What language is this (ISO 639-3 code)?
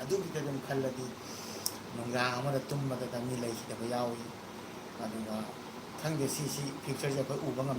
mni